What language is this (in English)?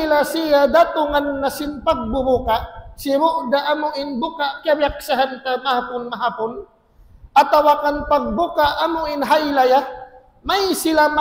Tausug